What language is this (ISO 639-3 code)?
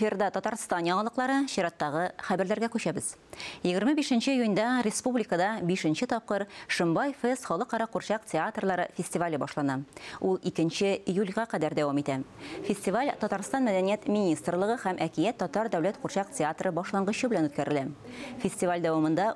tat